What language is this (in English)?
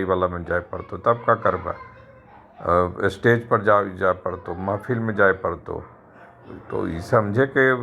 Magahi